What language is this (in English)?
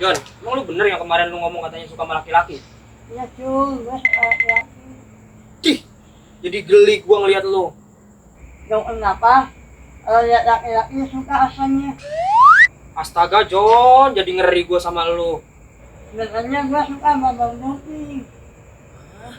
Betawi